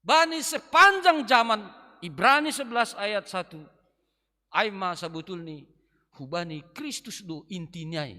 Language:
Batak Simalungun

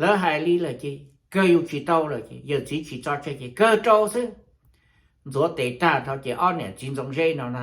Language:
Hmong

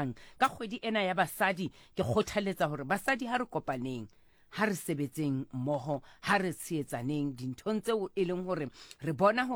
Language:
Southern Sotho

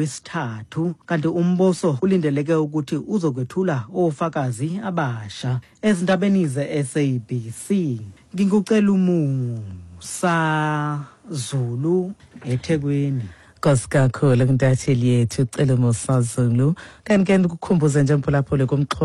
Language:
Xhosa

